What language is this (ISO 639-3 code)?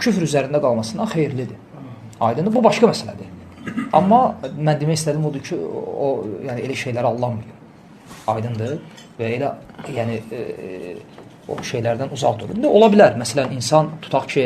aze